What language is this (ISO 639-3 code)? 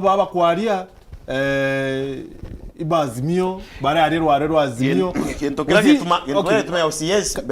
mer